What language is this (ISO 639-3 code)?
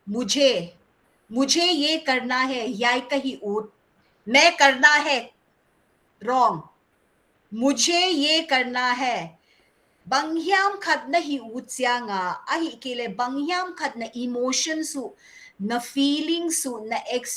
pck